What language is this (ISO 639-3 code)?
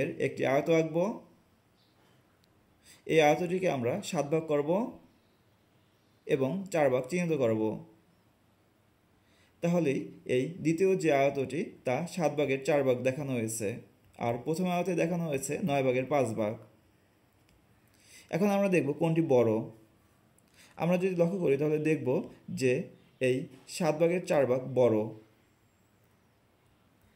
ben